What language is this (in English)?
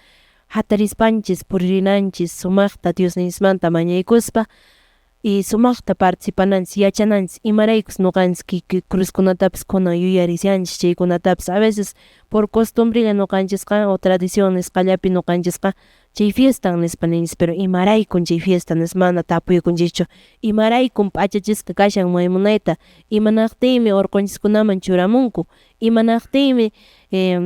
Quechua